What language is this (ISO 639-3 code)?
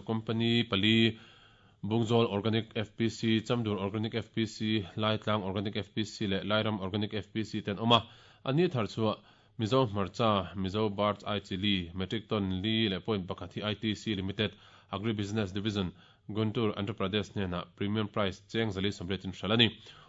lus